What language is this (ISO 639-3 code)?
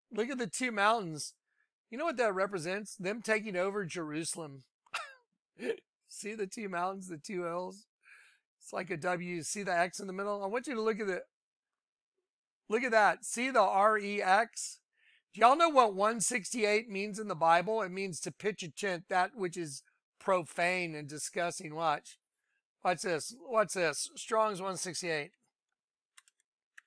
eng